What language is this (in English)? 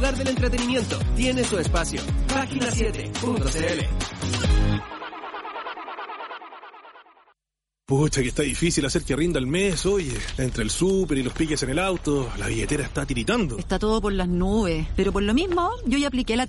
Spanish